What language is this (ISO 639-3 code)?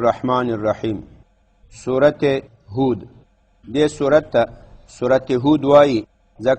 pus